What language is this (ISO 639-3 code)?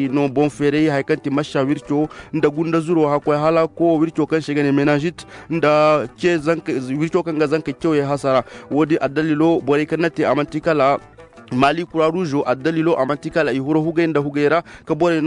ses